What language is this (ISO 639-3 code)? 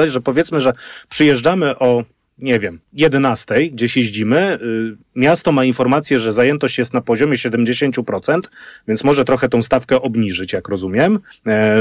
pol